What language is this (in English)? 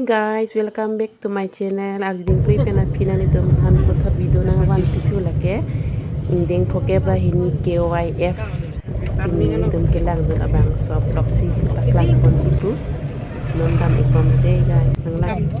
Karbi